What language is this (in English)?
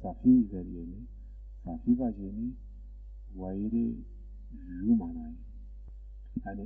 Zaza